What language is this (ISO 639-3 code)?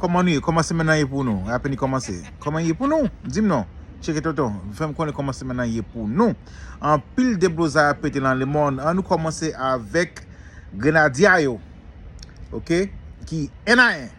hat